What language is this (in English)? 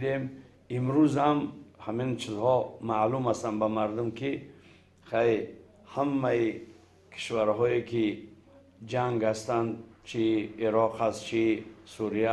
Tajik